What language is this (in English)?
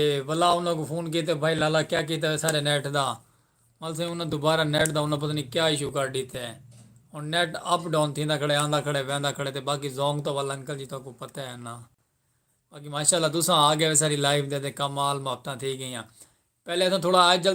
Saraiki